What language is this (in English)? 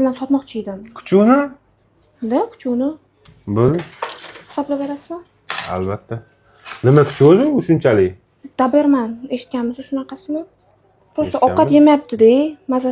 Uzbek